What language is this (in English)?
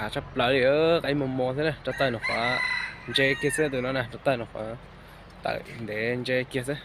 Hmong